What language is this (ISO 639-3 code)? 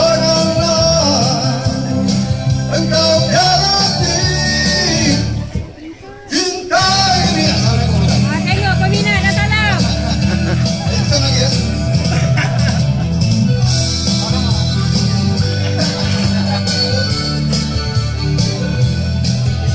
msa